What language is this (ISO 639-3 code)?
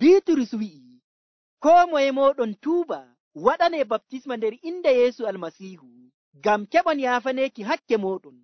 fuv